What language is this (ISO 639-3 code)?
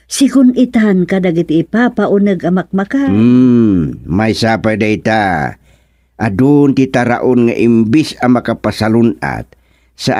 ilo